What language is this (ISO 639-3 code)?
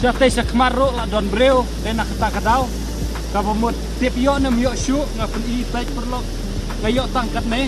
kha